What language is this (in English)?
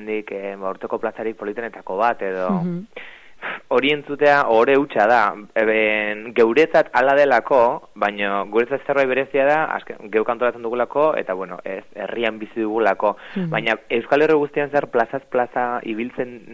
Basque